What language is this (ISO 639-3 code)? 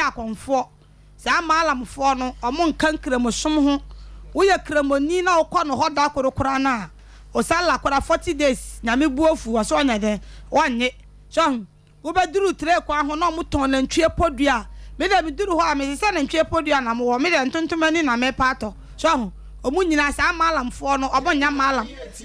aka